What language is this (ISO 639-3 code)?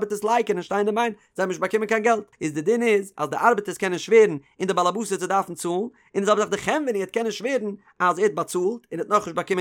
yid